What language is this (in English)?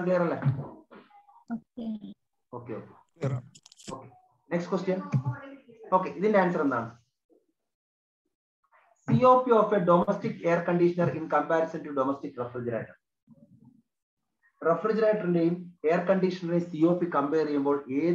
Malayalam